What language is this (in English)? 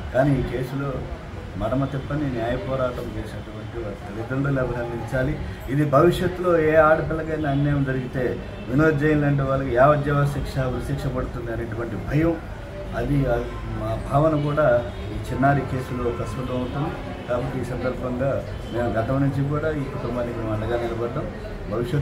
Telugu